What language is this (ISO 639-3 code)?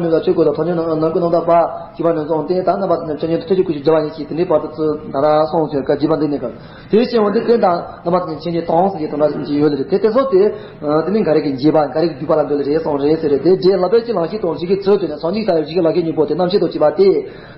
bod